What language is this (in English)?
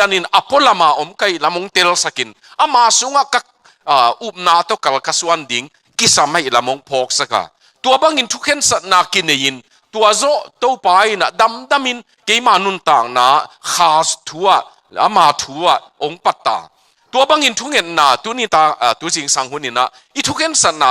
Tedim Chin